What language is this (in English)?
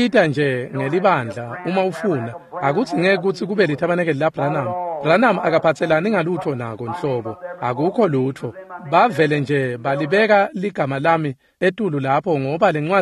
Swati